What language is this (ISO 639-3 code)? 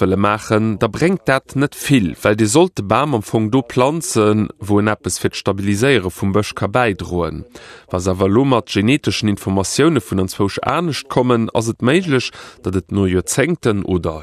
ltz